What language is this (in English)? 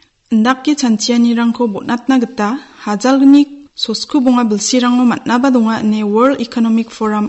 Garo